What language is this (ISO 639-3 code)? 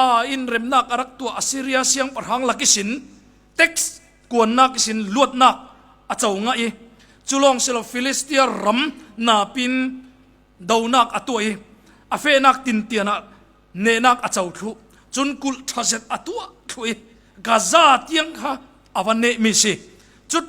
cfm